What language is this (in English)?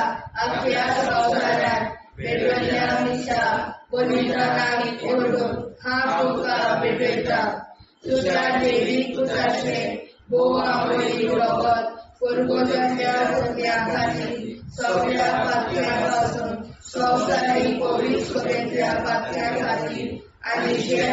Konkani